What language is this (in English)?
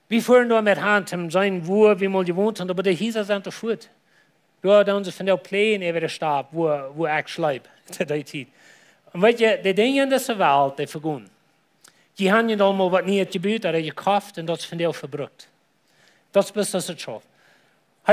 Plautdietsch